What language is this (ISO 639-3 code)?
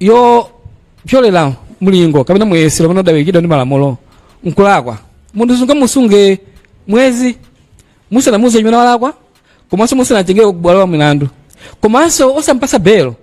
nya